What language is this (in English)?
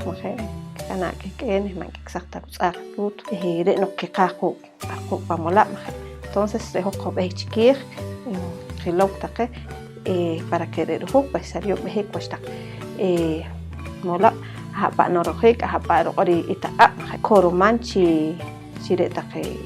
Poqomchi'